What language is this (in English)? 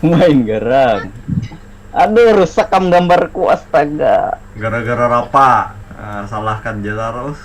Banjar